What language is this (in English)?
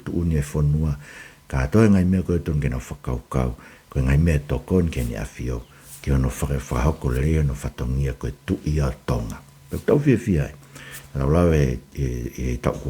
Tongan